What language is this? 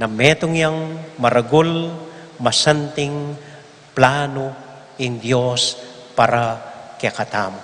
Pampanga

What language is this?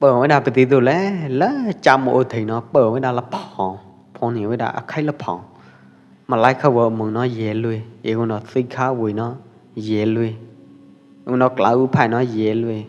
Pwo Eastern Karen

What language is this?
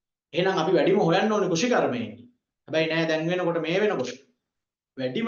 Sinhala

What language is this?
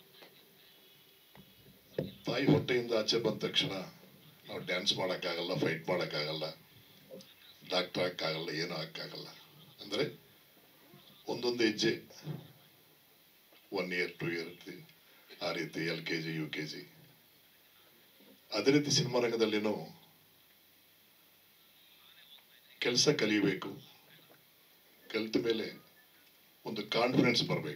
Kannada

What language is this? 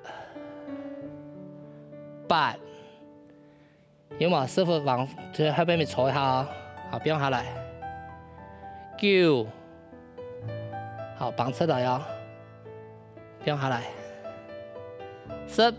Hakka Chinese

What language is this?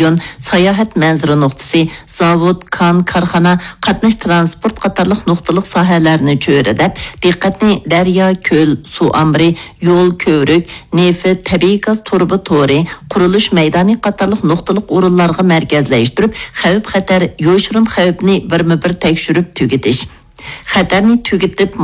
Uyghur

